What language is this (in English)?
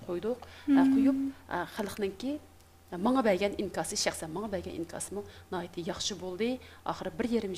Uyghur